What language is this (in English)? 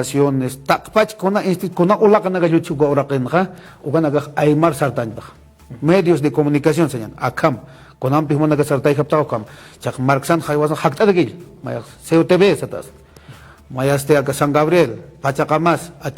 Aymara